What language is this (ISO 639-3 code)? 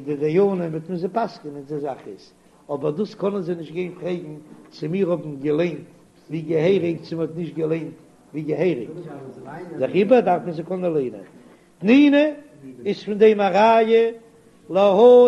yid